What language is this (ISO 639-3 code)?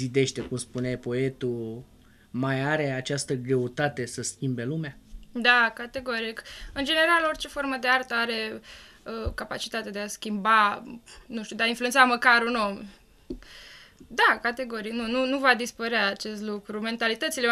ron